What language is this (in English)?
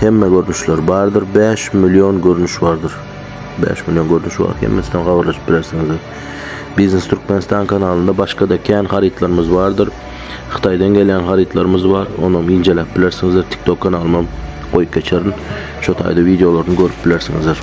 Turkmen